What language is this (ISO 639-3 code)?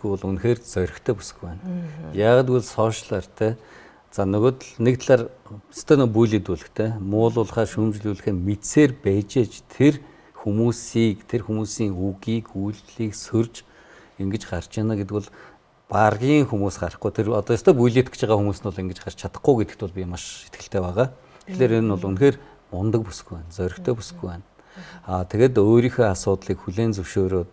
mon